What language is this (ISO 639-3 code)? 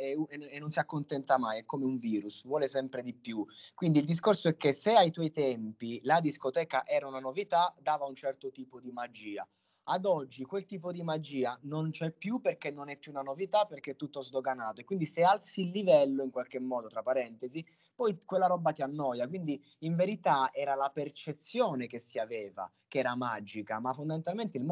ita